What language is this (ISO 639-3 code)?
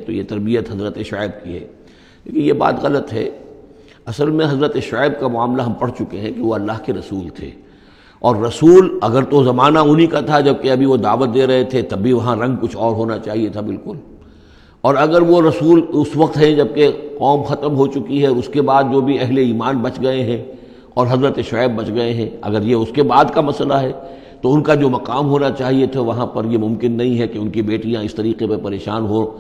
urd